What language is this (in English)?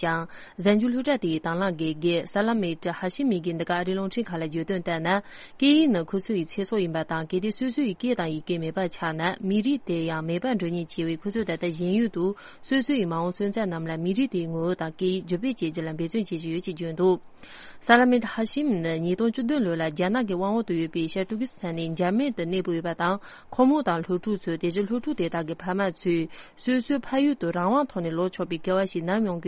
Tibetan